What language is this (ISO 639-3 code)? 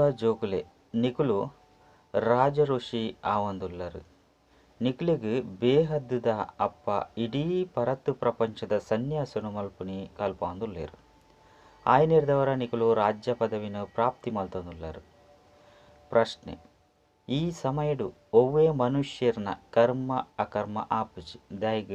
tcy